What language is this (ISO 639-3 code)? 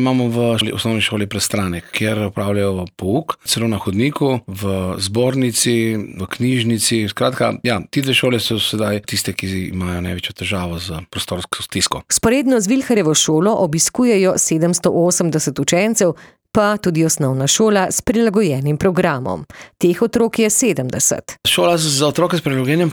slv